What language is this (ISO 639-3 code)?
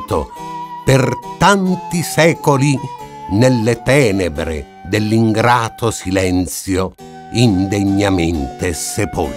ita